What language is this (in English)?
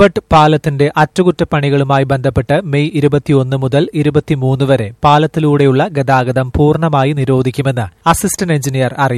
Malayalam